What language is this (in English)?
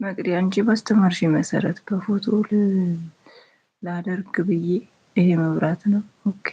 Amharic